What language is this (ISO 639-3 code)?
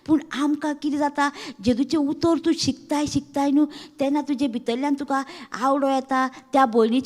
kok